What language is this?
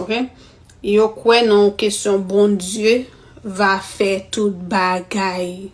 Haitian Creole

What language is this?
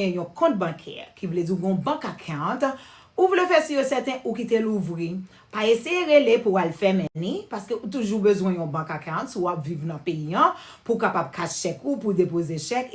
Haitian Creole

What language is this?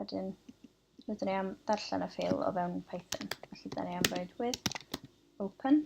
Welsh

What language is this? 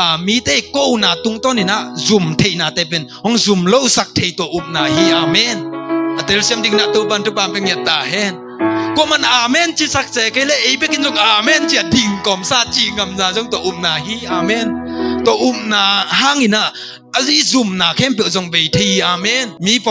Tedim Chin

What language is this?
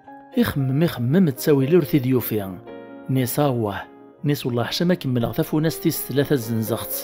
Kabyle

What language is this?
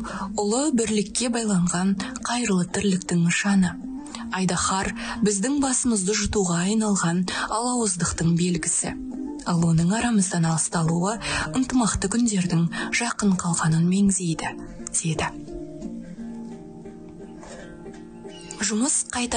Kazakh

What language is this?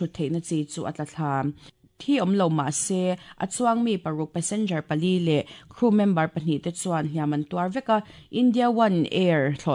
Mizo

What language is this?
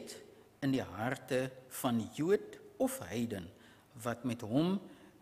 Afrikaans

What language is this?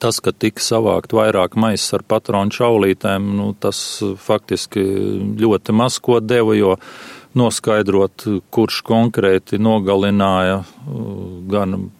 Latvian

